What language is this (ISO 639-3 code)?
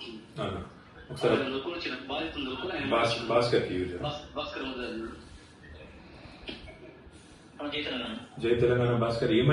tel